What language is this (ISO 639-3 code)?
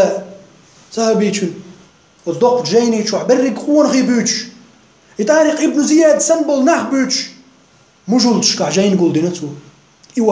che